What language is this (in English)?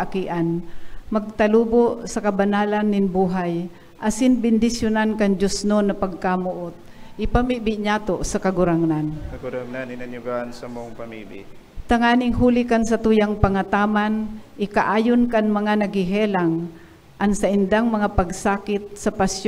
Bikol